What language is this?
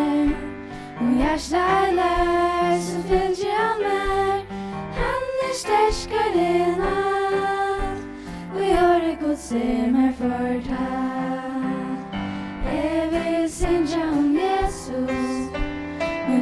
Faroese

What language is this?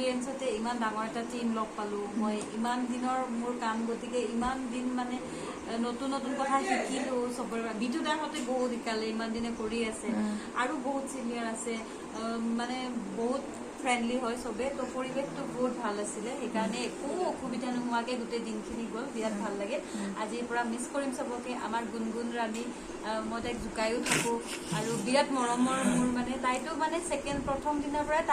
Assamese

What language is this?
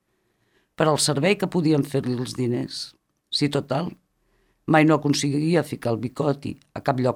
Catalan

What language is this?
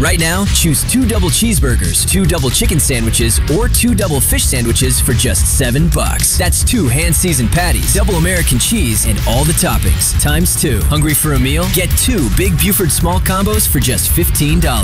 English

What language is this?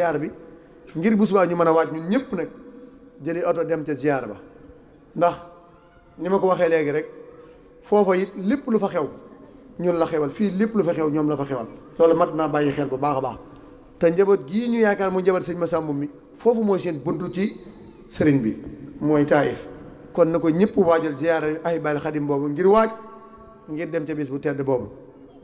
Wolof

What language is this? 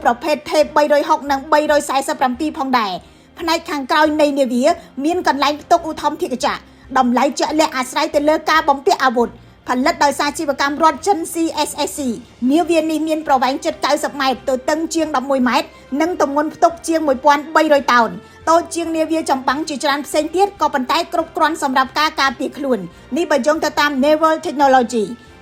Khmer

